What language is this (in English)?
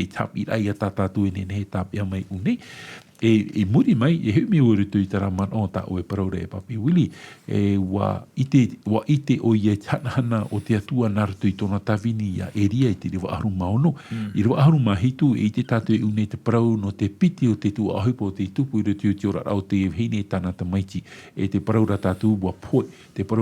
Tahitian